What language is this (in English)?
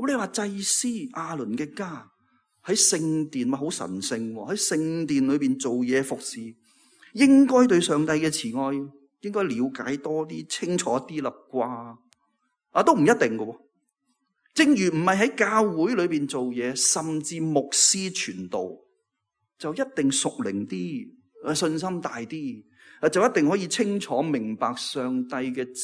Cantonese